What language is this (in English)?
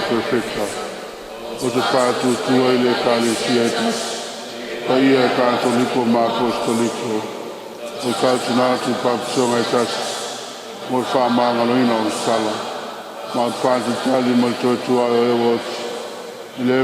Samoan